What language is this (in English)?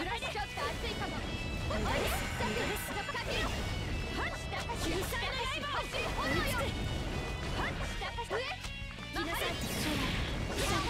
Japanese